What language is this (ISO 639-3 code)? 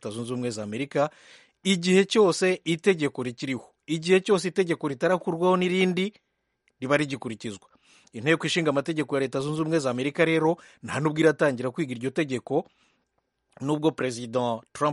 kin